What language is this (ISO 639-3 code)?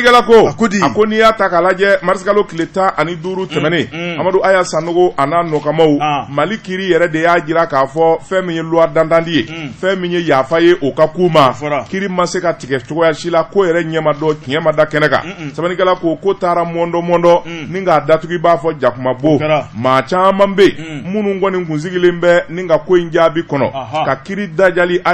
bam